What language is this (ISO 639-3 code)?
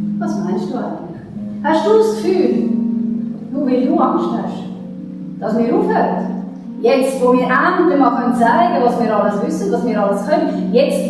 gsw